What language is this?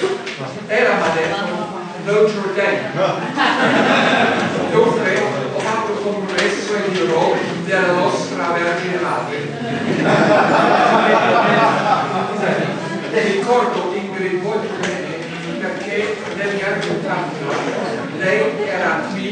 Italian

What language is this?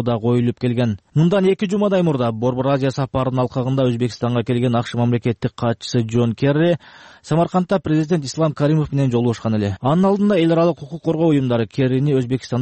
Kyrgyz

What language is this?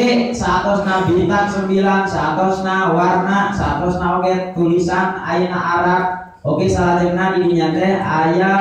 Sundanese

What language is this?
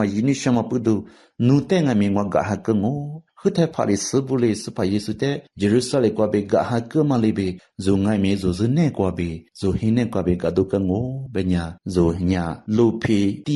Lisu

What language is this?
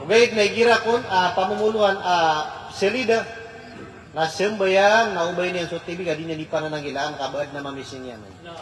Maranao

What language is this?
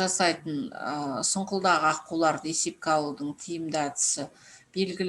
Kazakh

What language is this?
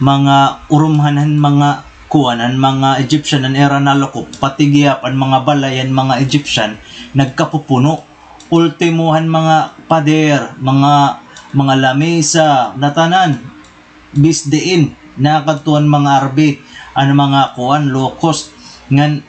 Waray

